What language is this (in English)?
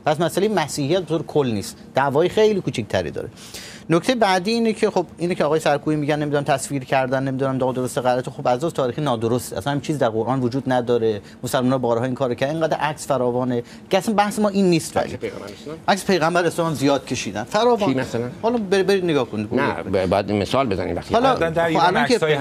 Persian